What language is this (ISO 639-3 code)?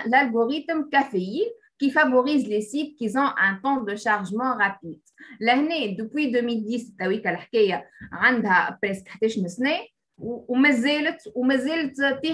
aeb